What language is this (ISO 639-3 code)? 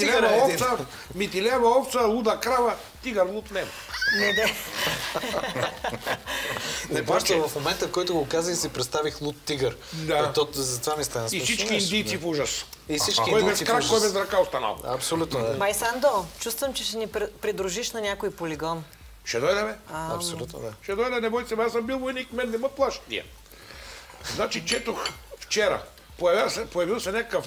bul